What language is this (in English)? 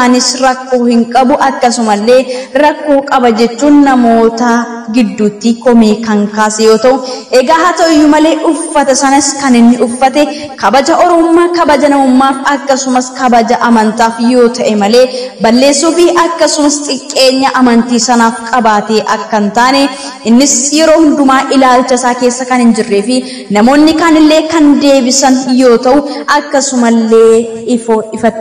Oromo